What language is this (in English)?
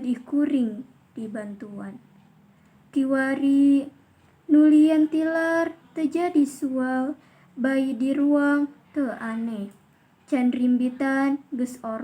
Sundanese